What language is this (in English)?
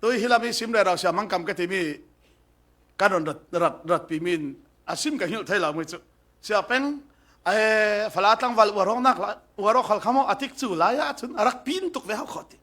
Falam Chin